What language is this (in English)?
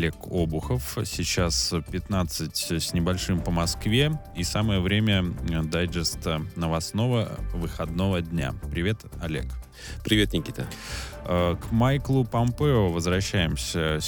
Russian